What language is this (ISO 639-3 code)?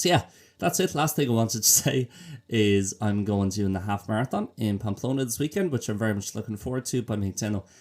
gle